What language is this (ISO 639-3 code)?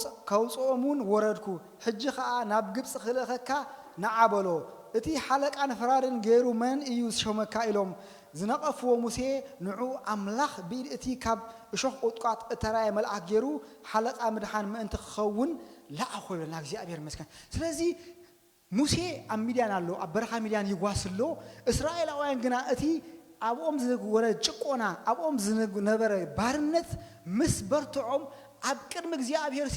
tir